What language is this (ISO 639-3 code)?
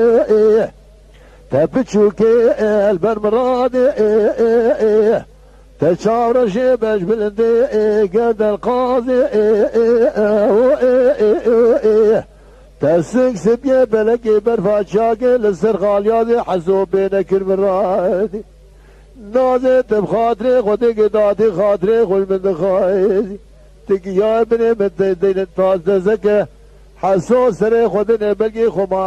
kur